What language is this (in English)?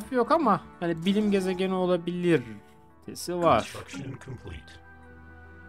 Turkish